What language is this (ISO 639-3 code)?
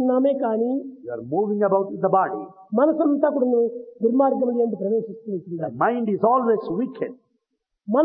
tel